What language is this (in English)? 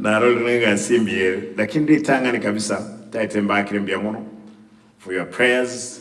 Gusii